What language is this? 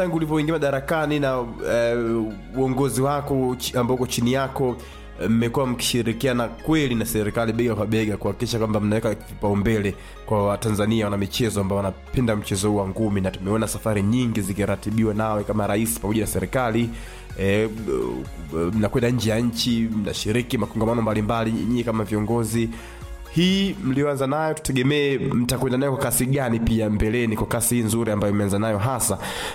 Swahili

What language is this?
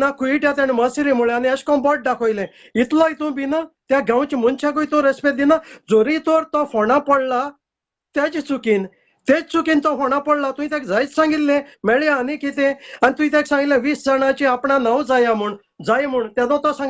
Konkani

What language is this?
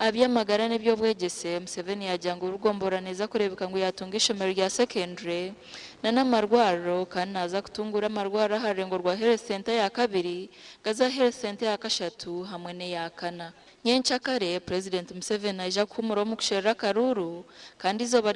Nyankole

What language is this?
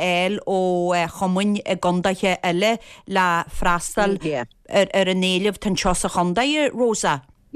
Irish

